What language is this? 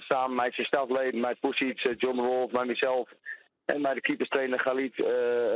Western Frisian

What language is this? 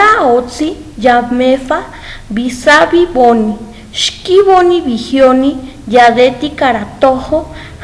Estado de México Otomi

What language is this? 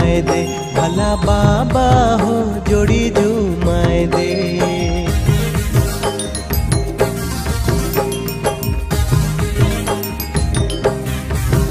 Sadri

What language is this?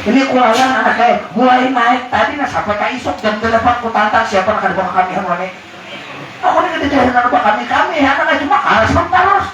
Banjar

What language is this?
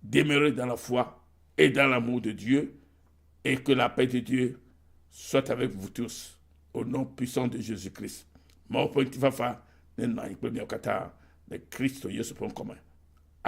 Ewe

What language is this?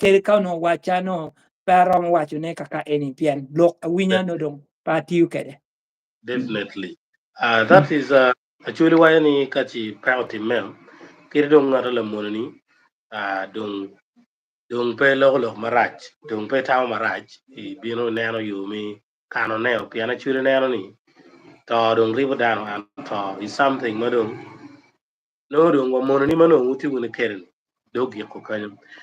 Acoli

